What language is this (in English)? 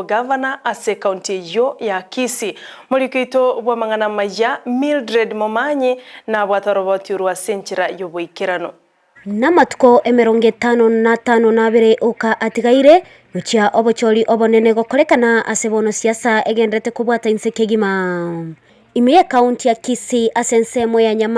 Gusii